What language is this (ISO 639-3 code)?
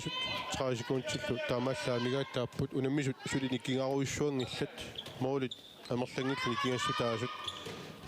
kal